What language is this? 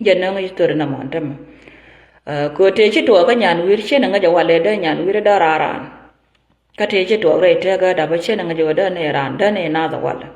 Nuer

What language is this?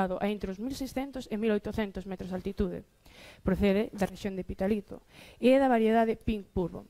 Galician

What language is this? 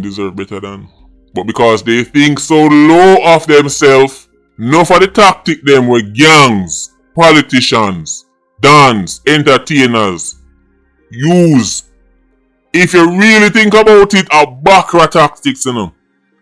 Jamaican Creole English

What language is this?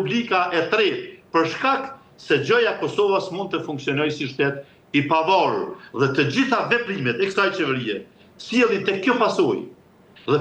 Albanian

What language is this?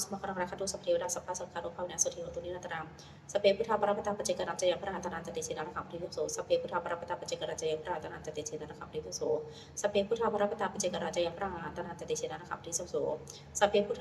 Pali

